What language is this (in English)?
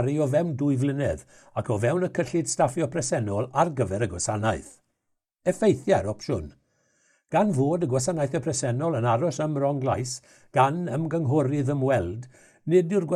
Welsh